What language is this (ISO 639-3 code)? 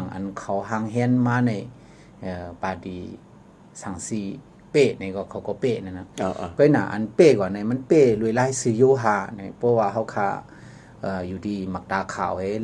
shn